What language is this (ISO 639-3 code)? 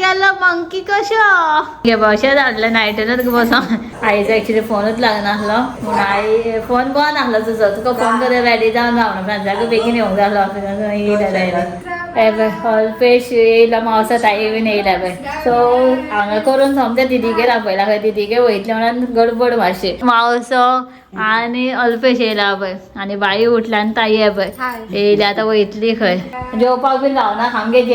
kok